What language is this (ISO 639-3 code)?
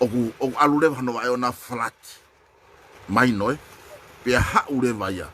ton